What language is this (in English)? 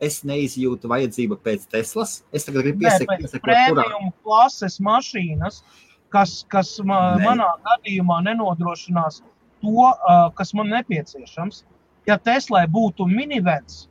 Latvian